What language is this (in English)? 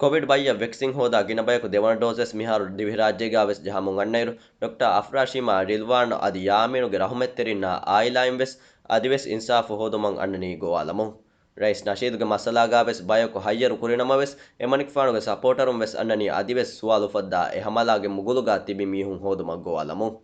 Divehi